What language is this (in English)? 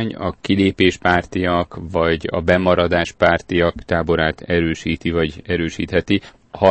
Hungarian